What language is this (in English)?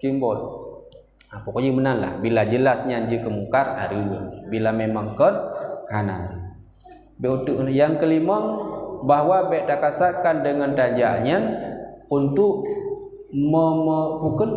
Achinese